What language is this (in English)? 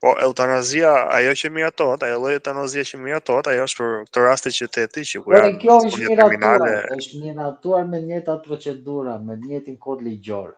Albanian